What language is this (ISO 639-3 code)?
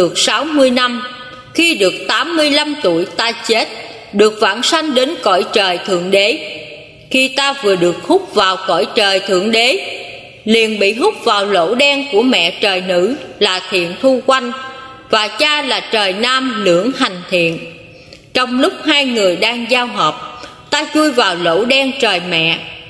vie